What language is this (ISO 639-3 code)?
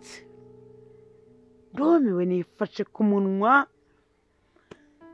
kin